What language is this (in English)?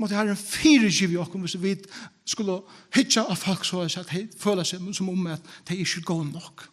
Faroese